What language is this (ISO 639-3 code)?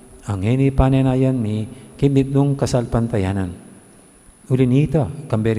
pam